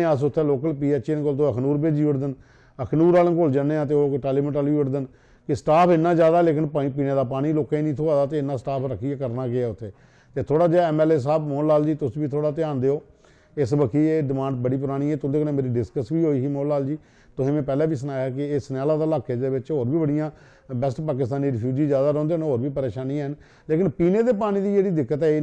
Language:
Dogri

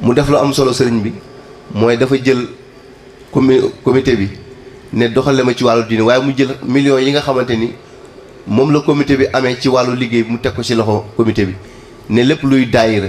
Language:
Wolof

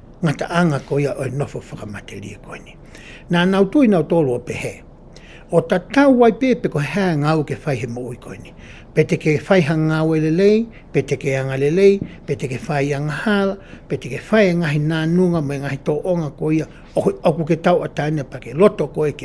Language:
Tongan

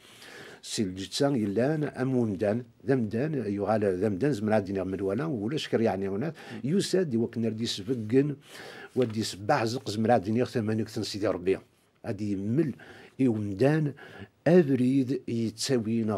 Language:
Kabyle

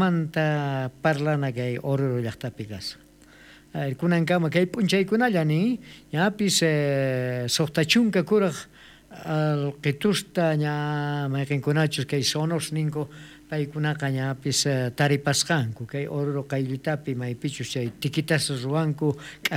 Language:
South Bolivian Quechua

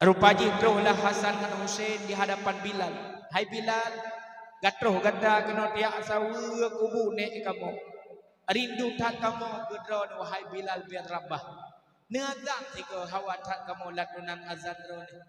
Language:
Achinese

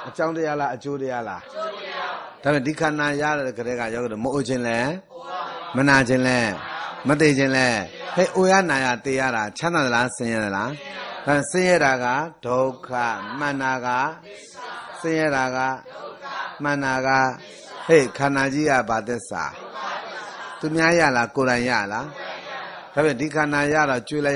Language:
Burmese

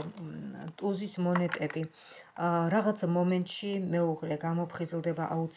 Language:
Georgian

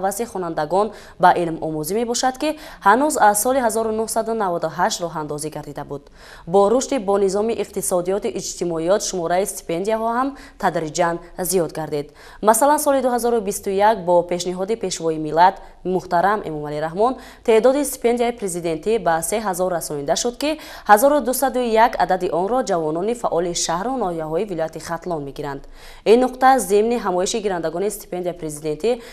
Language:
Tajik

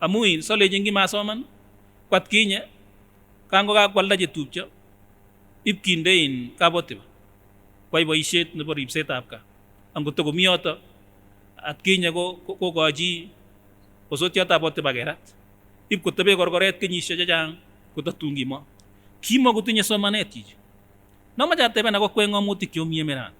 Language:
Kipsigis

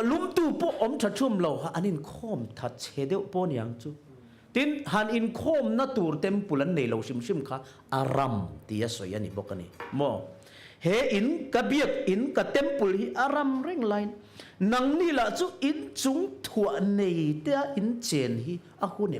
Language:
Mizo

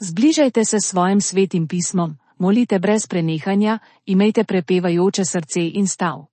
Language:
Slovenian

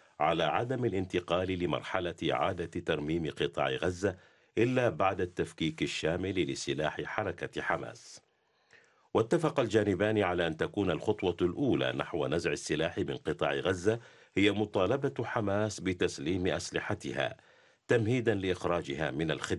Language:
Arabic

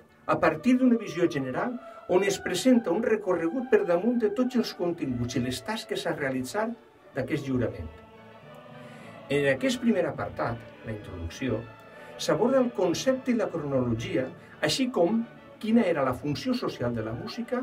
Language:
Catalan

